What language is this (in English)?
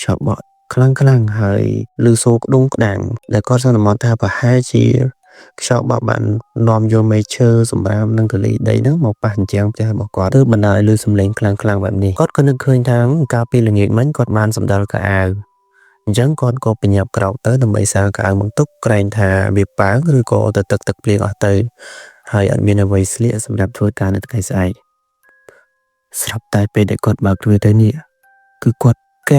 Khmer